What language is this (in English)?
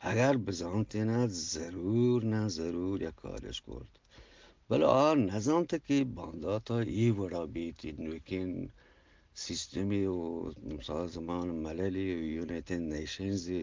Eastern Balochi